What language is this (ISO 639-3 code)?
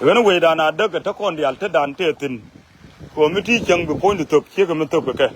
nus